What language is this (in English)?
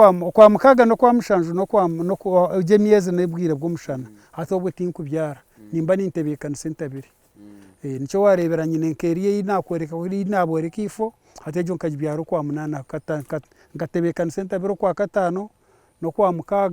Nyankole